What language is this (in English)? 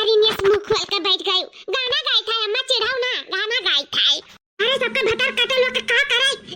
Awadhi